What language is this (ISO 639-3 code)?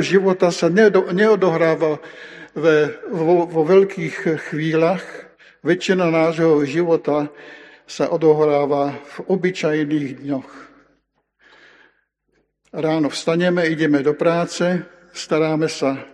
slk